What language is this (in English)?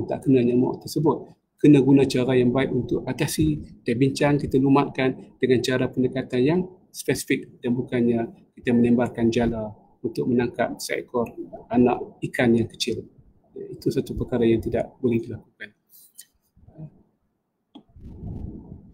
Malay